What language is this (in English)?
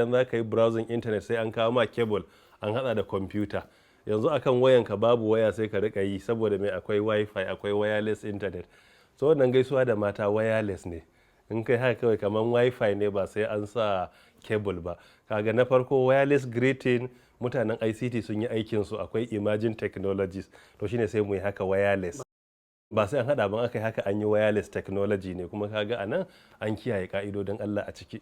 Hausa